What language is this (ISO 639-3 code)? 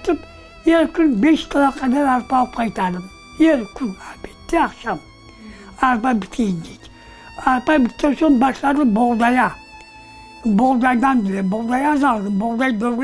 crh